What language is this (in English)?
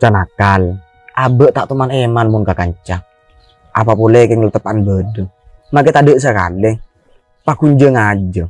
Madurese